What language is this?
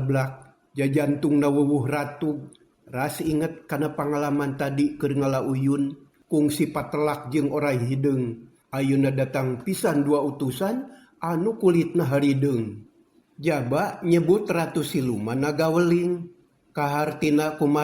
Sundanese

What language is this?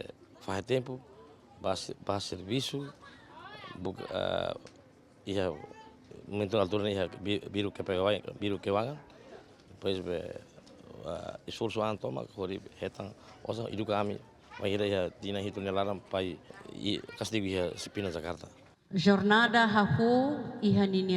Tetum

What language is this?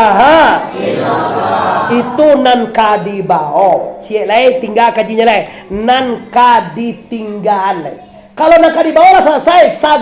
Minangkabau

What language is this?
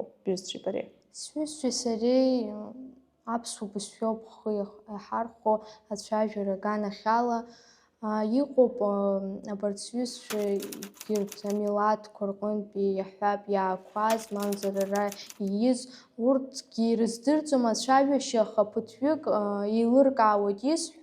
Abkhazian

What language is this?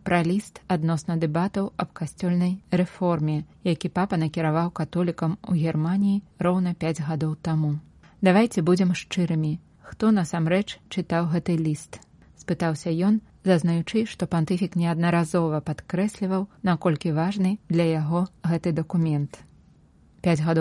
Belarusian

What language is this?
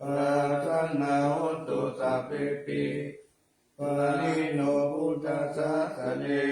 Pali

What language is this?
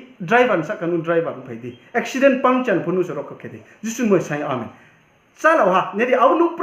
Riang (India)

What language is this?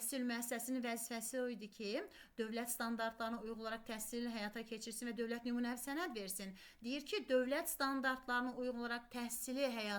Azerbaijani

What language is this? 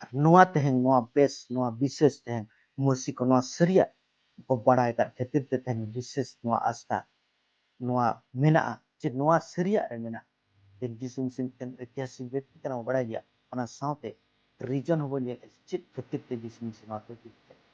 Santali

